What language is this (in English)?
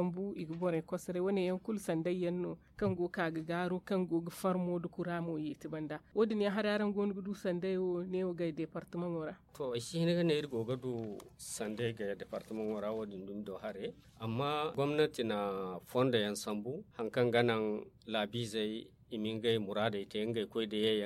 Zarma